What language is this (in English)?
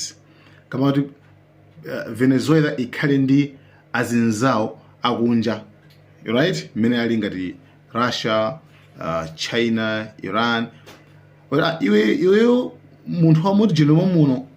Nyanja